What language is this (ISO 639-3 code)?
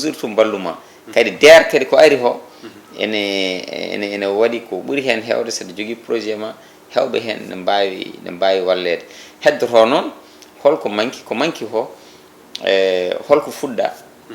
ful